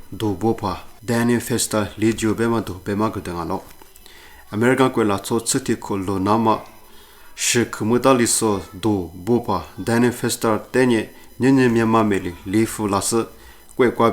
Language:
Lisu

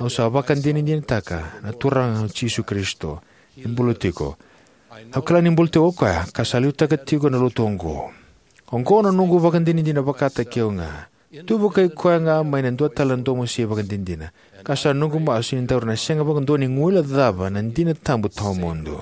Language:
Fijian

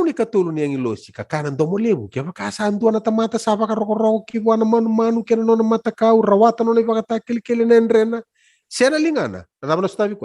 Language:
Fijian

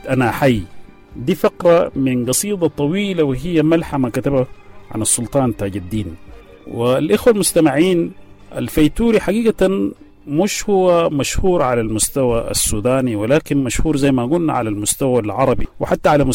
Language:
Sudanese Arabic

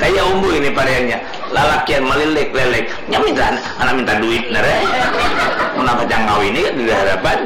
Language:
Banjar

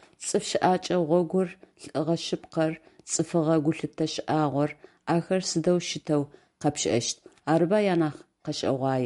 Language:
Adyghe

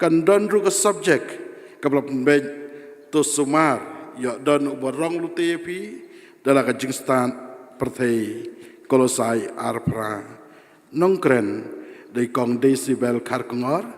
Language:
Khasi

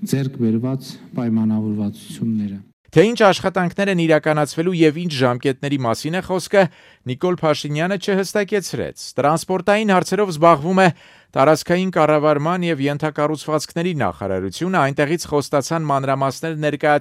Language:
Armenian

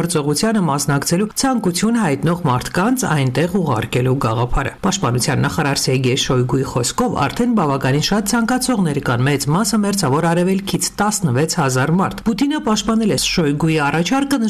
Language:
Armenian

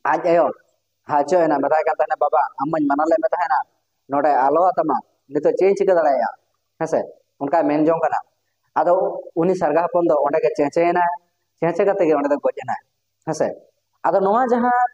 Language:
Santali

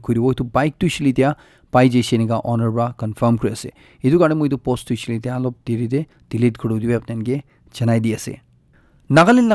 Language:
Naga Pidgin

